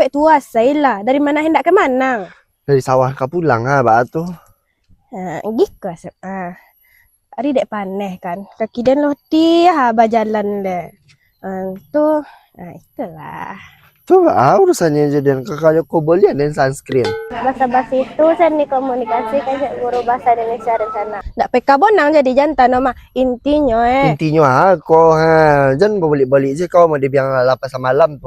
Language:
Minangkabau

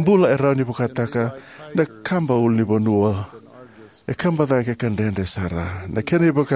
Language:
Fijian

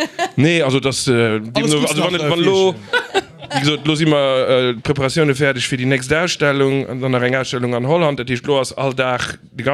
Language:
Luxembourgish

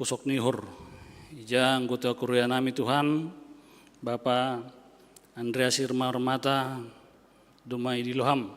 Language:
Batak Simalungun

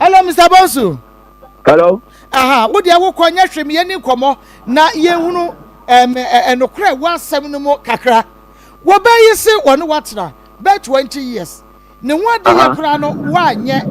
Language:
Akan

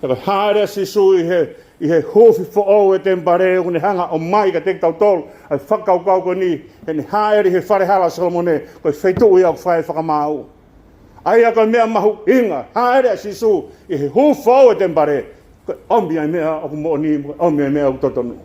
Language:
Tongan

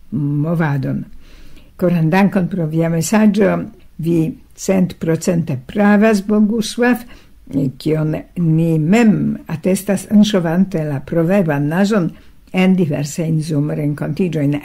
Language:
Esperanto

